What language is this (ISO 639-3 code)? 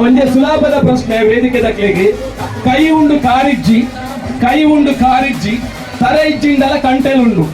tcy